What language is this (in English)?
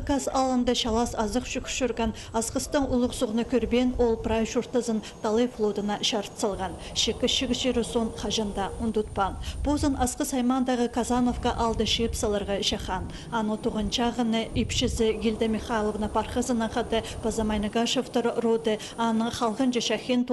Khakas